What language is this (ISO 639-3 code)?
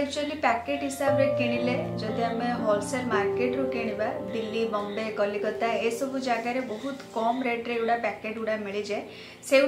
ori